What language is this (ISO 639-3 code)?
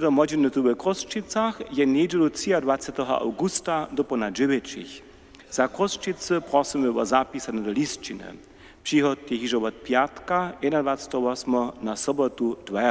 hsb